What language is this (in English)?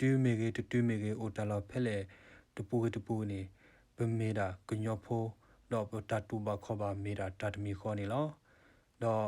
S'gaw Karen